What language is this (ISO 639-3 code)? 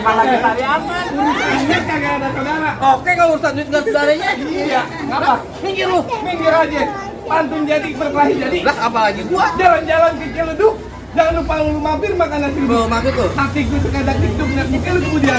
bew